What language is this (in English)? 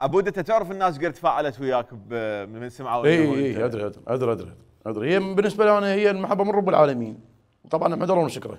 Mesopotamian Arabic